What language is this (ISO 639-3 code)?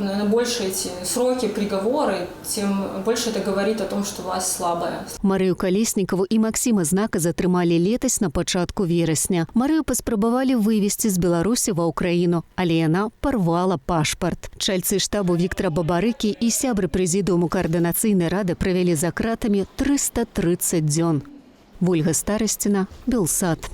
bel